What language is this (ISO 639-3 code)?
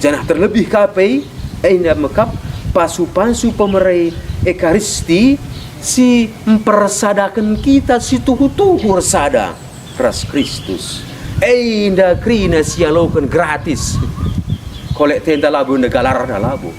btx